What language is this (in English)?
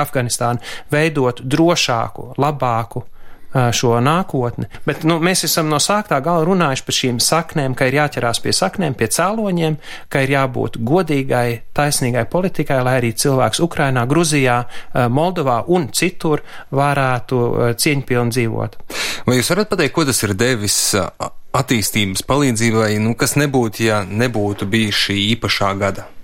Latvian